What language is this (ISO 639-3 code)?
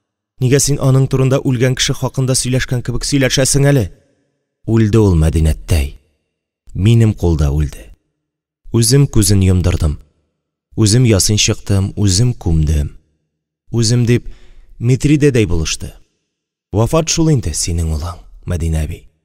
tat